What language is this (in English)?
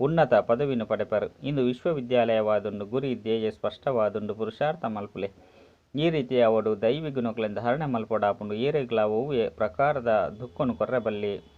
Tulu